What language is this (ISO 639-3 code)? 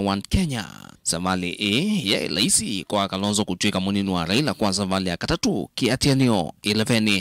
kam